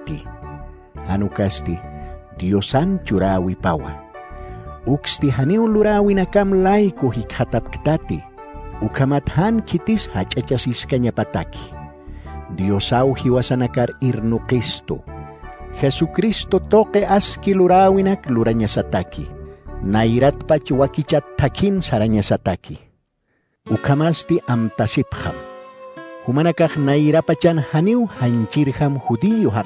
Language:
Aymara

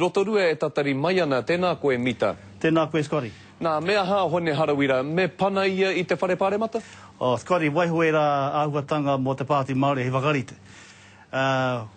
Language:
Māori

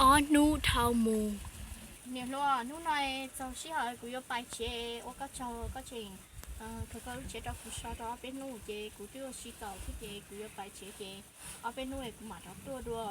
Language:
Hmong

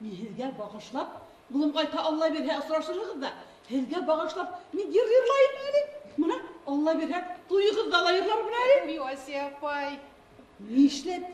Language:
Bashkir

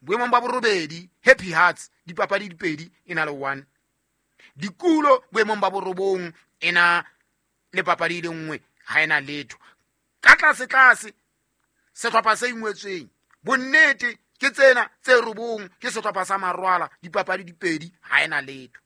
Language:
Southern Sotho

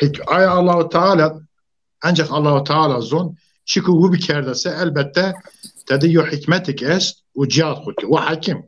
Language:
Zaza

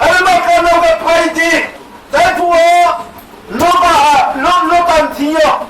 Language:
Riang (India)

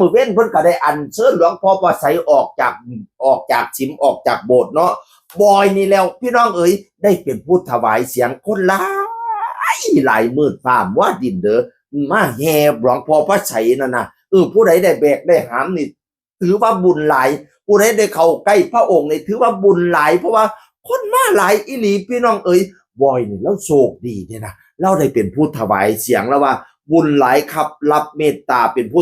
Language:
Northeastern Thai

